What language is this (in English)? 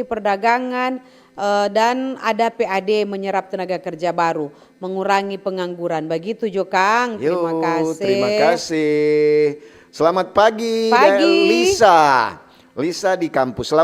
Manado Malay